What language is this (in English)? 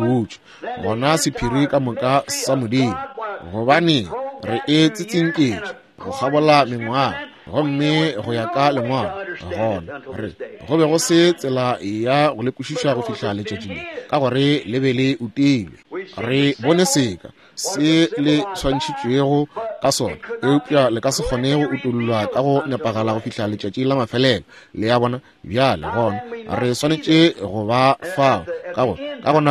Northern Sotho